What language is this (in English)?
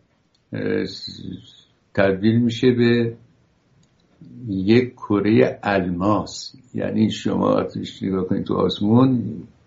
Persian